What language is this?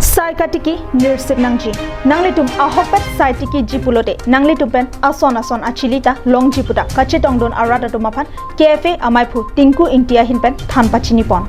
Karbi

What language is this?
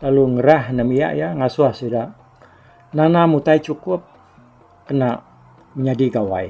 Iban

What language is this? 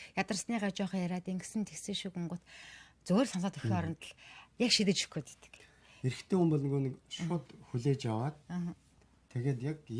Mongolian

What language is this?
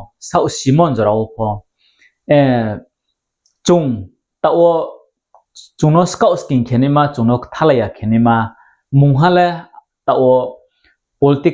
Riang (India)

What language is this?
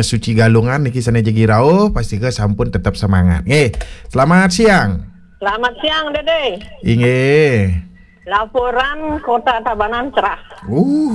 Balinese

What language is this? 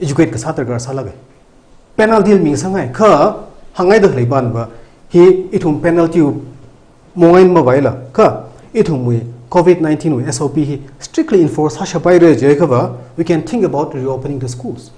Tangkhul Naga (India)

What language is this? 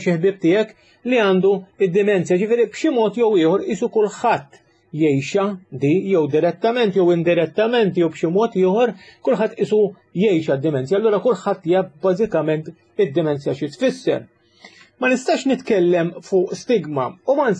Maltese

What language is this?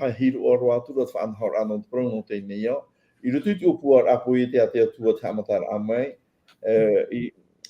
Tahitian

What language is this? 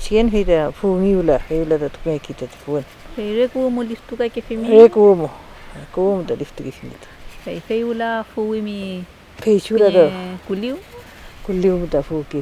Mapuche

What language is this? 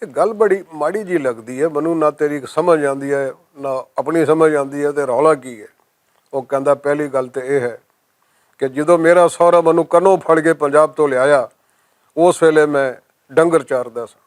Western Panjabi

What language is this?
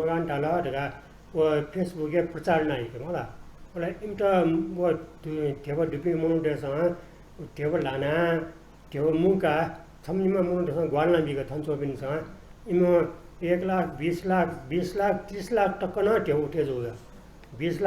Newari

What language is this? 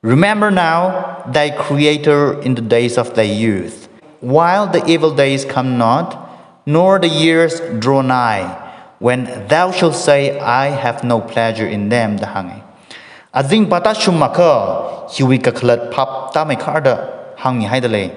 Tangkhul Naga (India)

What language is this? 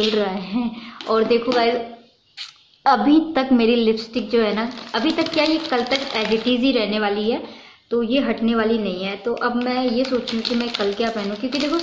Hindi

